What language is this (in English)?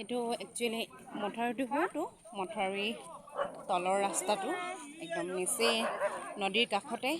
Assamese